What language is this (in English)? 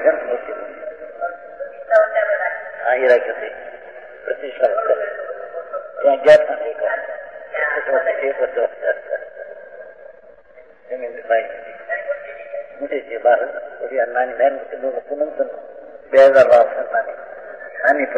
Gujarati